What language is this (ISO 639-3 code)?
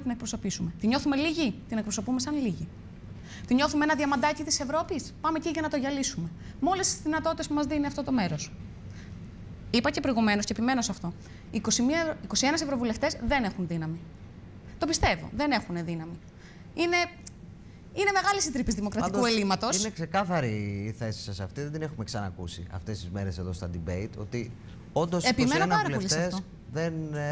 ell